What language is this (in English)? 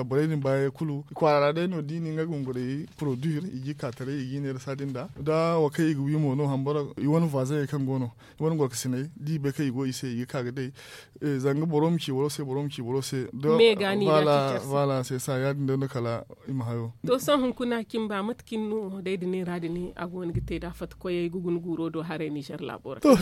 Zarma